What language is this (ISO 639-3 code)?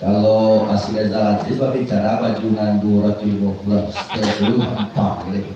min